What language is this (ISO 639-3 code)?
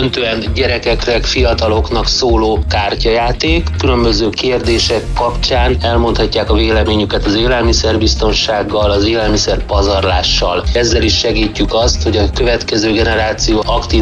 hun